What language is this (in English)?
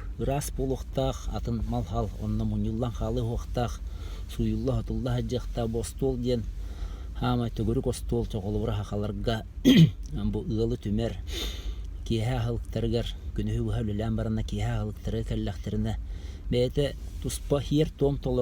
Yakut